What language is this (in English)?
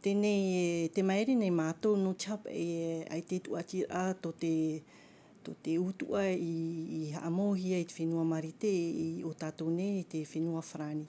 Tahitian